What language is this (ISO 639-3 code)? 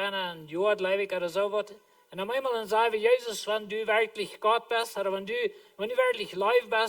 pdt